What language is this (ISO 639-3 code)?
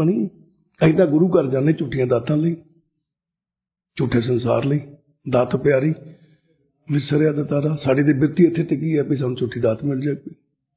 pan